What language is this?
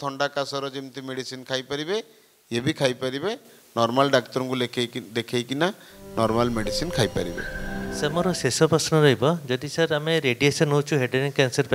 Odia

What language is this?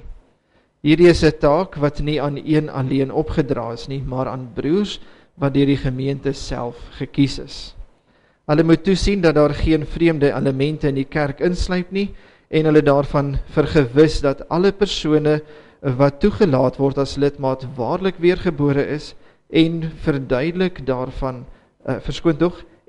Afrikaans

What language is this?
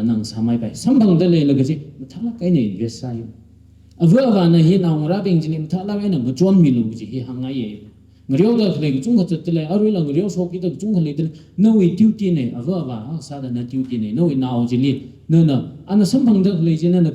Tangkhul Naga (India)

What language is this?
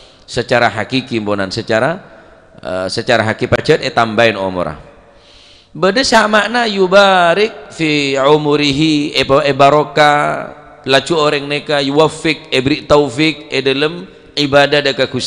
Madurese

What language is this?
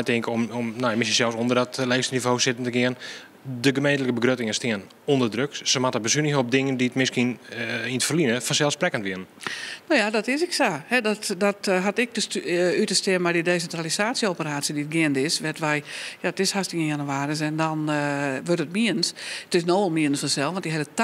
Western Frisian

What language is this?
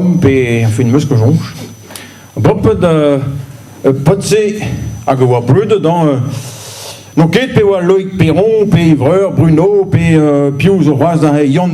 Breton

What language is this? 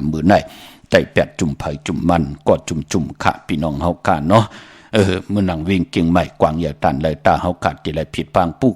Shan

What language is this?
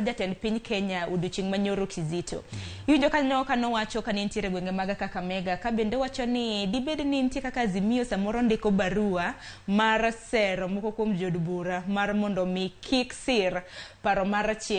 Luo (Kenya and Tanzania)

